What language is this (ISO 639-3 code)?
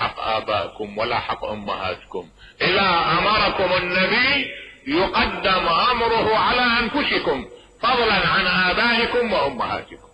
acm